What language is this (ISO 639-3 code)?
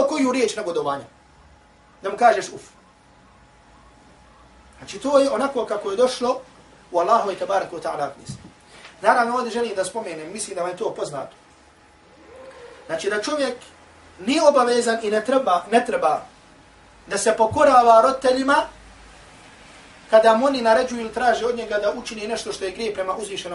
bos